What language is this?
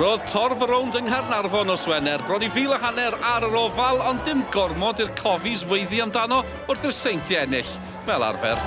Welsh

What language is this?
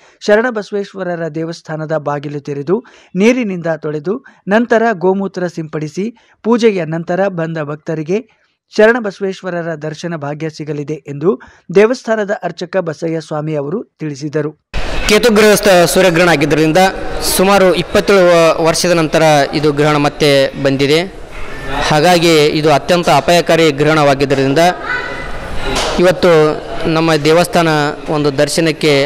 Kannada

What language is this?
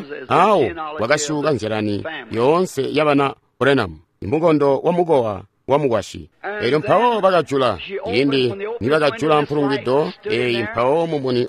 Tonga (Zambia)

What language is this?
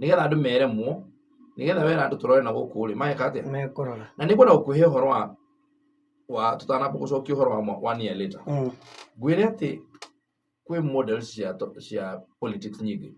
Kikuyu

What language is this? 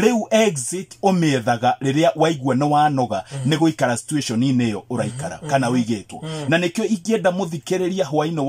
Kikuyu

